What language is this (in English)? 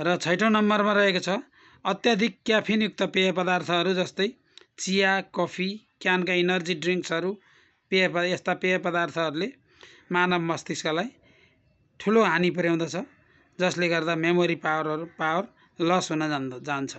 Nepali